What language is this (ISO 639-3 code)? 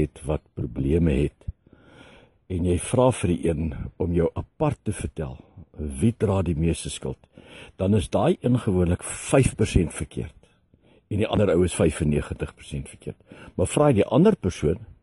afr